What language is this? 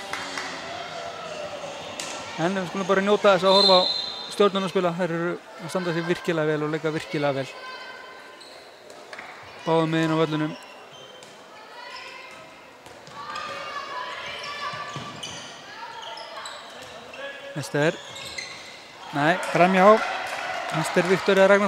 Icelandic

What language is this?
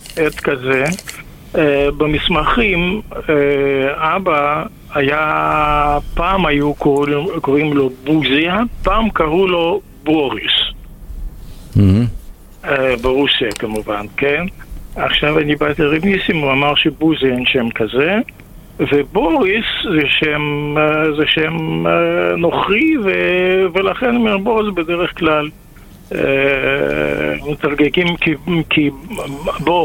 Hebrew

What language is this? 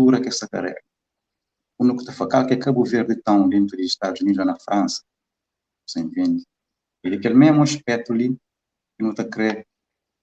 Kabuverdianu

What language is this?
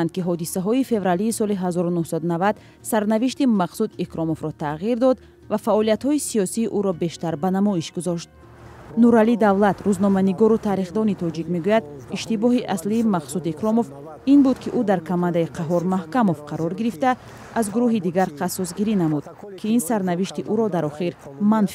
Tajik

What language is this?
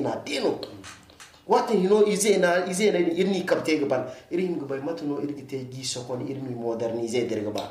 Zarma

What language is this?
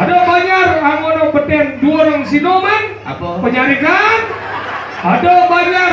Balinese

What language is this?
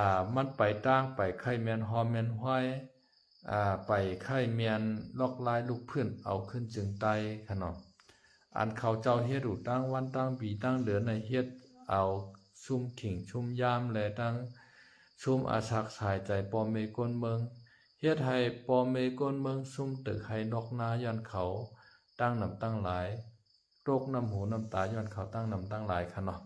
Shan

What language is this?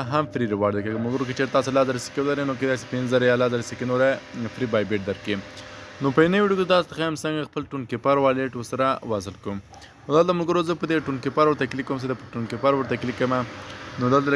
Pashto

